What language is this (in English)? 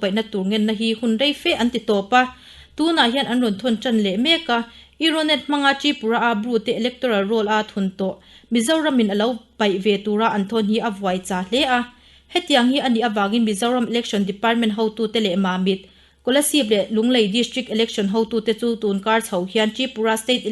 Mizo